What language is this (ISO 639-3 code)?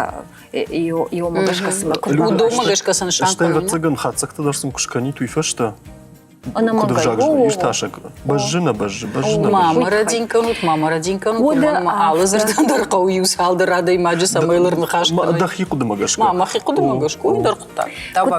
oss